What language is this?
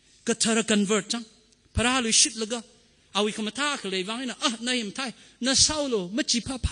Tangkhul Naga (India)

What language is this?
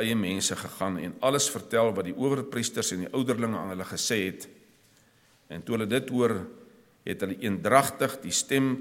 Afrikaans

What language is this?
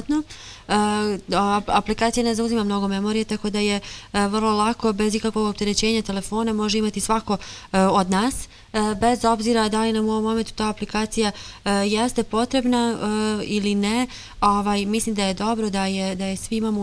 Bosnian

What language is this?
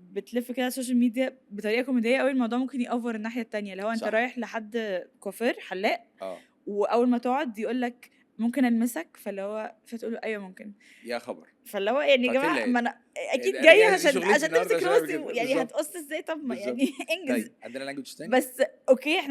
Egyptian Arabic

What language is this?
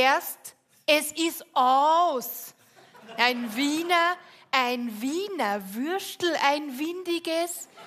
Bavarian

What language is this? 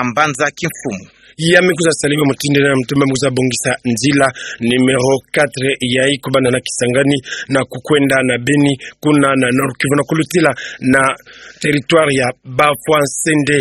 Kituba (Democratic Republic of Congo)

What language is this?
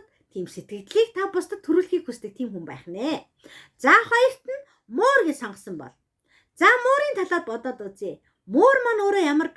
Mongolian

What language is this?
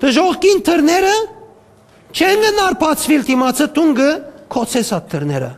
Western Armenian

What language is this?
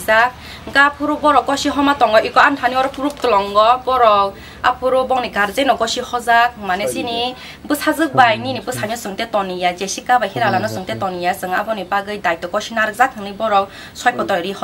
Kok Borok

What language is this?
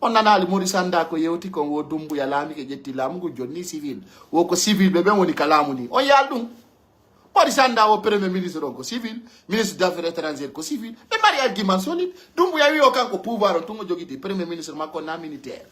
Pular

